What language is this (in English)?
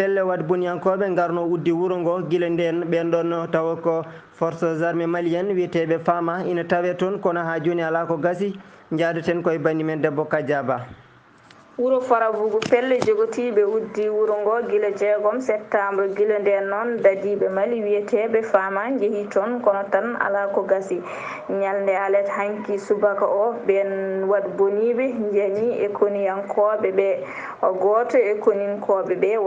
Fula